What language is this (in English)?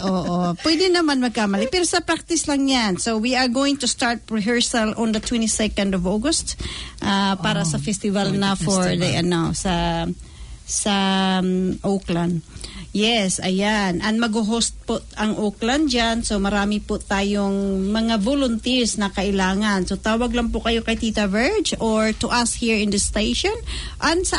Filipino